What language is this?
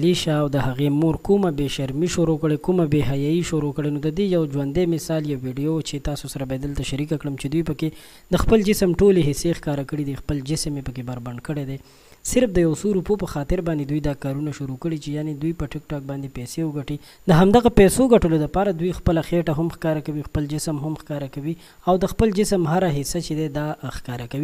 Pashto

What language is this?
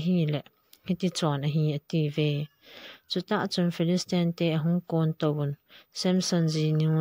Thado Chin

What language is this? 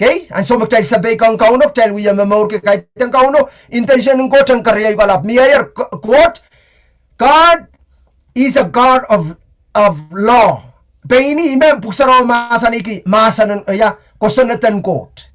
Pohnpeian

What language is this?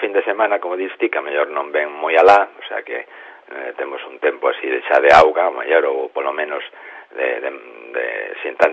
Galician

